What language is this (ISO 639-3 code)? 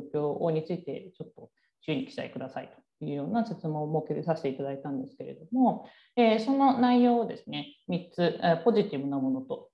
jpn